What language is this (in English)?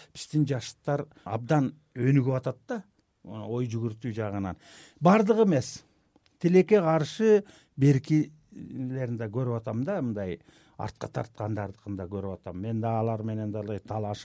Kyrgyz